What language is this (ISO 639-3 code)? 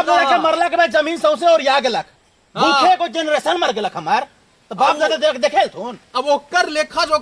mag